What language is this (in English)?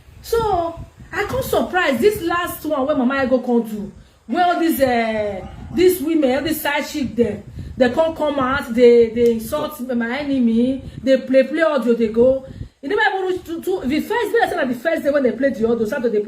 Nigerian Pidgin